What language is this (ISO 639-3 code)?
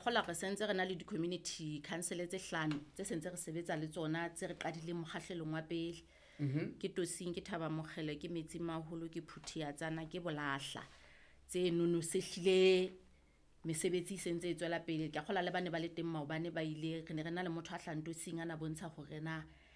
sot